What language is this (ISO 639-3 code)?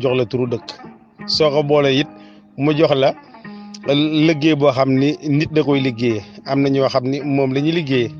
wol